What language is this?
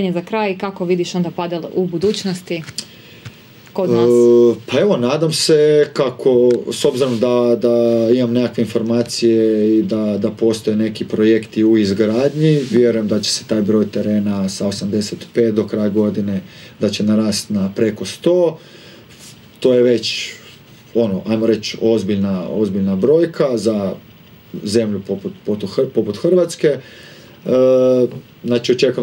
Croatian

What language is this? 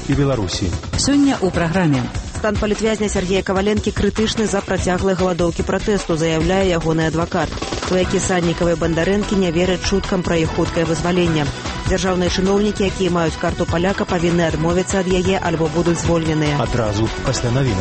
Belarusian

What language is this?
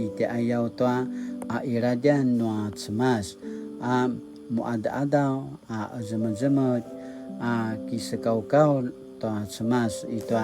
Paiwan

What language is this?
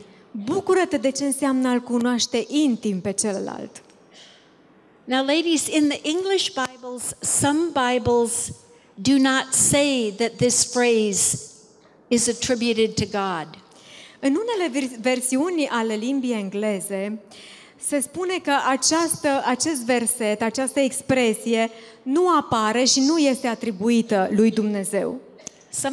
Romanian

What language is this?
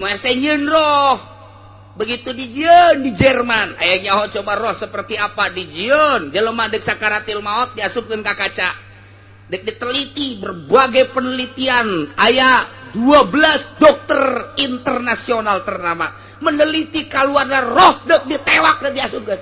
Sundanese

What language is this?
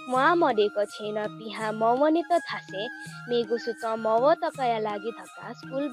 Newari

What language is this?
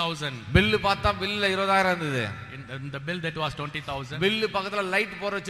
Tamil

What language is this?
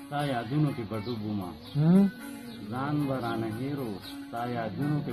Pashto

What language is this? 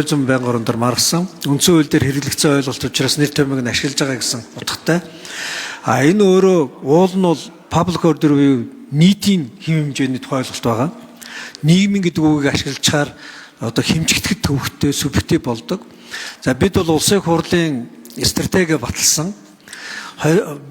Mongolian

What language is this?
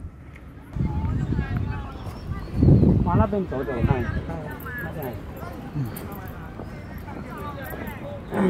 Chinese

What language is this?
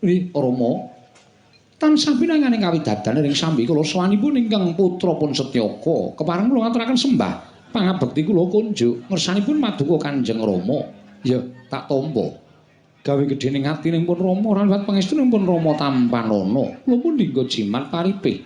Javanese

